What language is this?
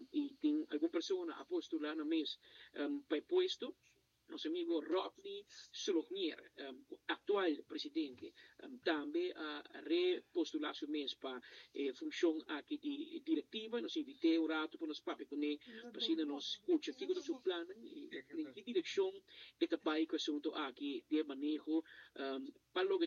Papiamento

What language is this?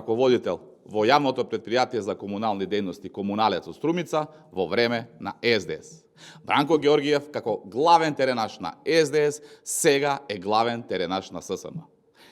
Macedonian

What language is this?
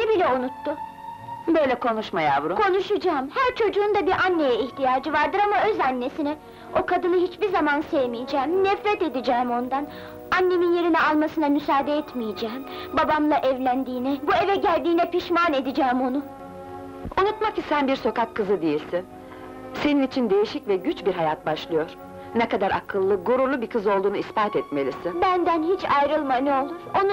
Turkish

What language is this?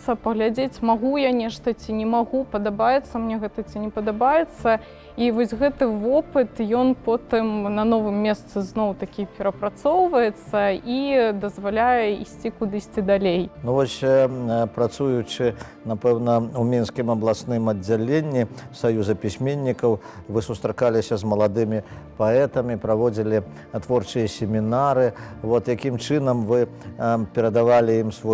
Belarusian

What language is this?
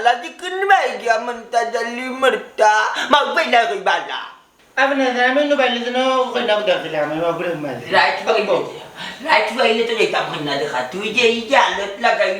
Sylheti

